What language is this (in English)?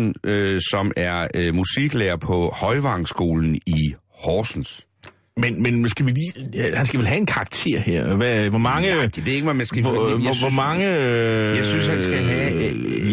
Danish